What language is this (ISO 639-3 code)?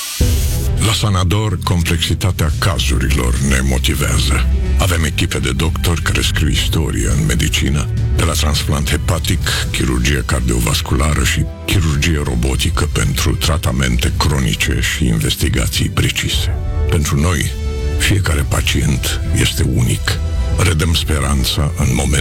ron